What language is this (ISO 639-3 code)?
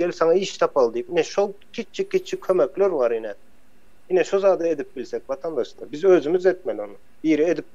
tuk